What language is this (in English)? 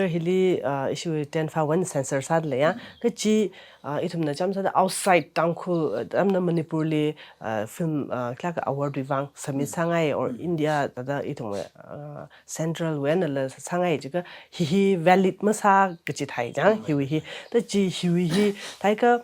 Tangkhul Naga (India)